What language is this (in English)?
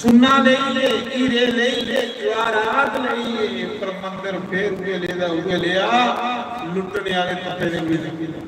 Dogri